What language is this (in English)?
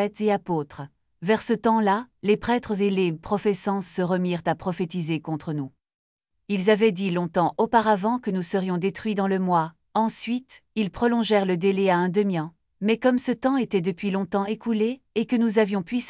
French